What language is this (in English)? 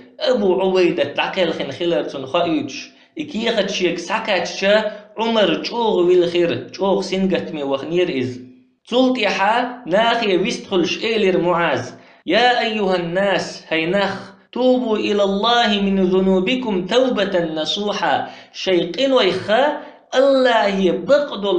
Chechen